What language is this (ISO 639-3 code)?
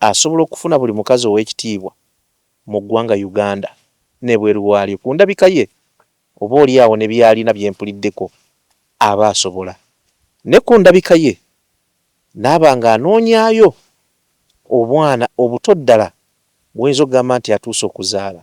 lug